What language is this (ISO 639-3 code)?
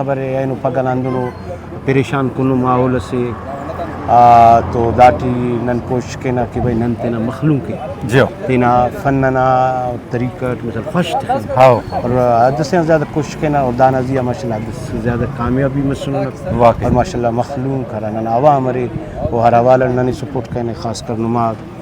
brh